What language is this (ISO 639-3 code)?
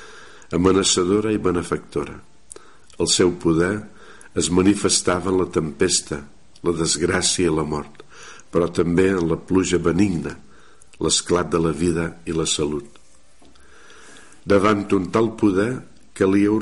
cat